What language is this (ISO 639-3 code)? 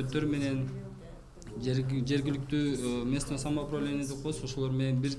kir